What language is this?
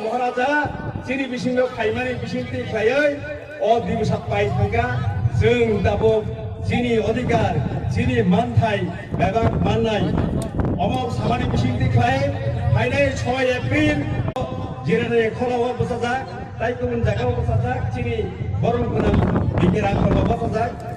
Kok Borok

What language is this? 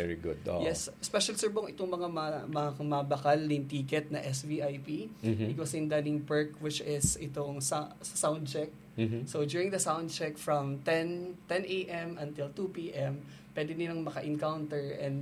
Bikol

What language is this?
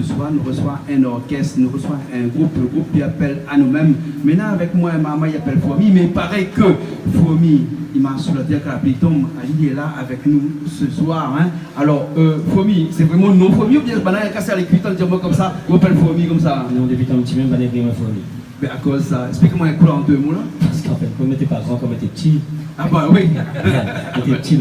Réunion Creole French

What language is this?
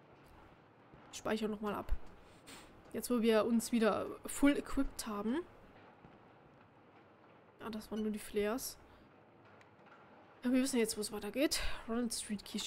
German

